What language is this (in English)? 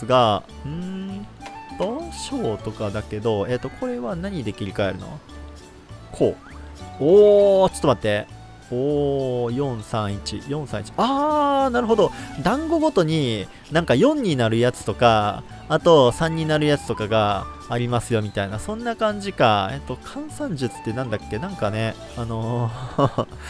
Japanese